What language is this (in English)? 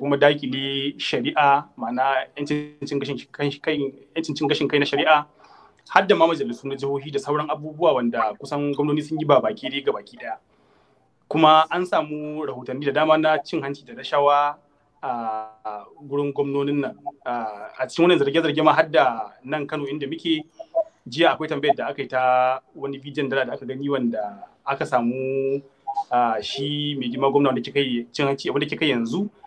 Hausa